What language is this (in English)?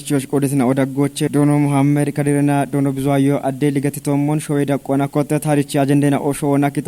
Kafa